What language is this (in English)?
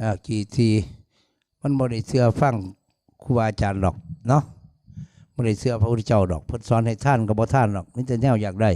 Northeastern Thai